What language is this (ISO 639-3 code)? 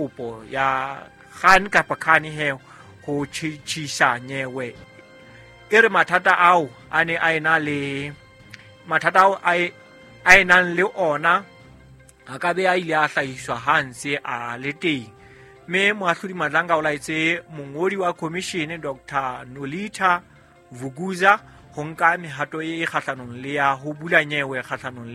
sot